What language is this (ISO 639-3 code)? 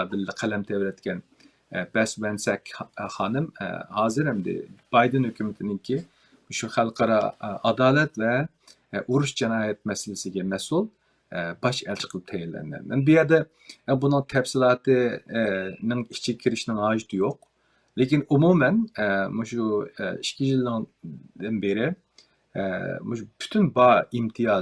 uig